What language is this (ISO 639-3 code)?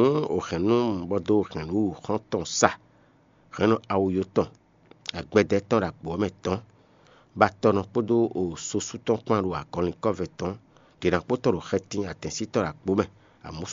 fon